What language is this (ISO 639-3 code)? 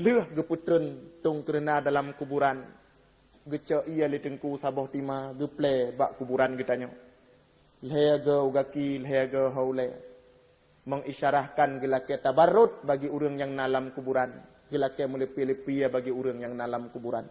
ace